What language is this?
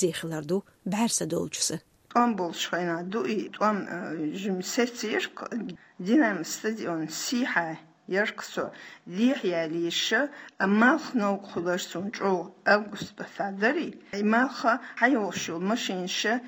Chechen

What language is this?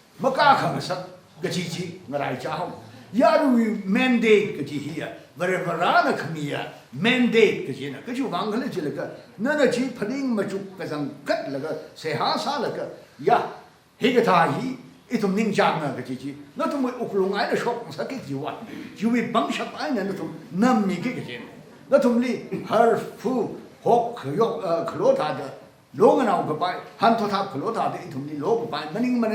Tangkhul Naga (India)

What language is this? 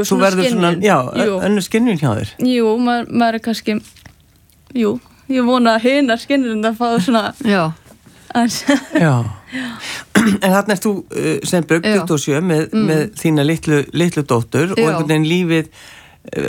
Icelandic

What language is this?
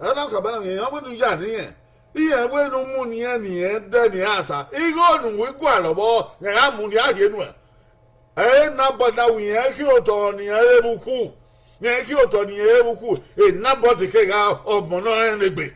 Bini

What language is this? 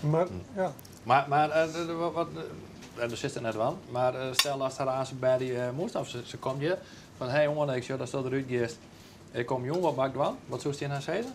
Western Frisian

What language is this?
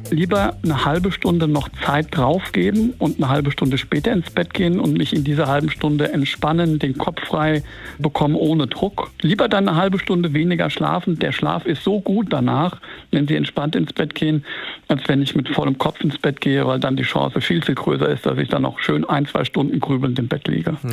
German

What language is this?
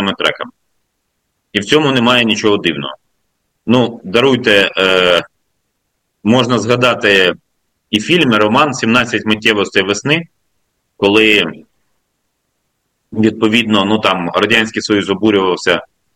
Ukrainian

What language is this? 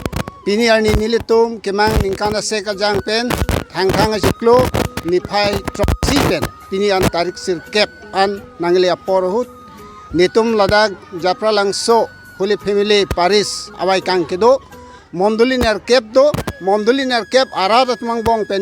Karbi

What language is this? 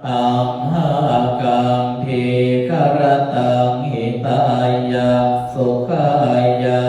Pali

